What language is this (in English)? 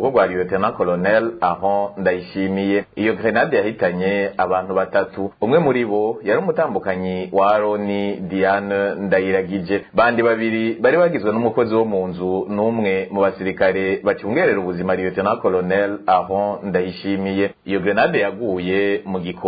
Rundi